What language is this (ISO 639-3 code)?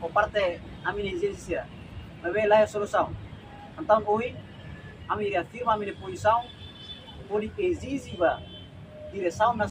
tet